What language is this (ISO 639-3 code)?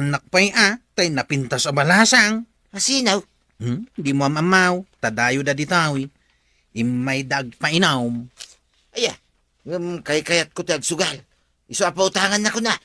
ilo